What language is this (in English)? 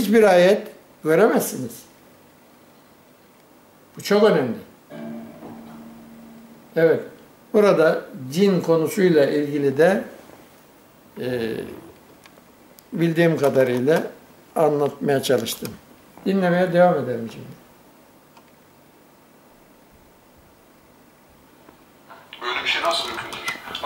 Turkish